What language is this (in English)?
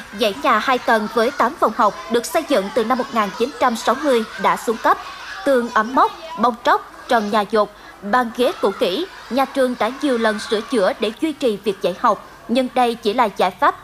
Vietnamese